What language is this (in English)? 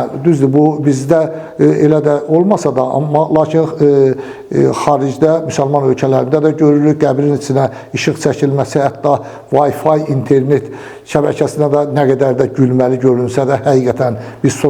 Azerbaijani